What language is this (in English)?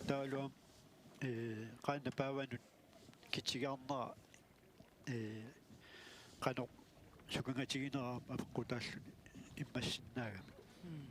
Kalaallisut